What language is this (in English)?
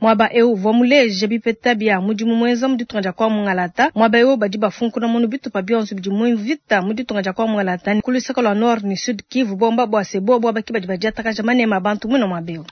Luba-Lulua